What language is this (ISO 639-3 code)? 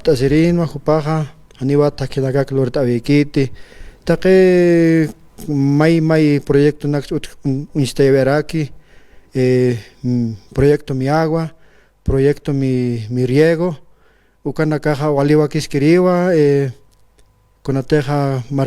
aym